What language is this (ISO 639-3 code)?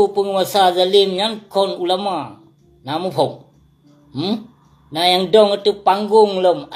ace